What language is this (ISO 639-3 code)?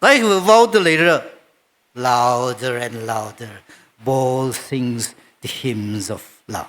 nmf